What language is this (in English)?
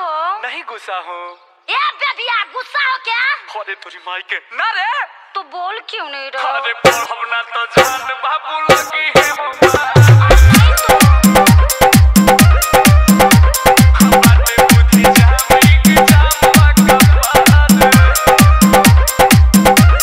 Bhojpuri